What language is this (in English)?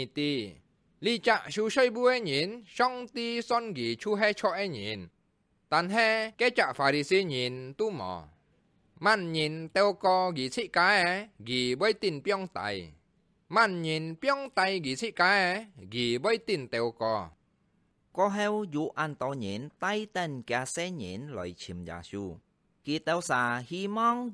Hakka Chinese